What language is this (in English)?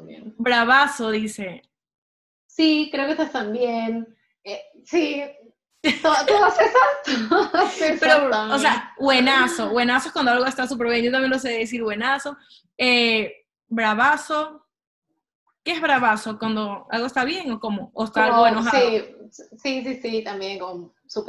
Spanish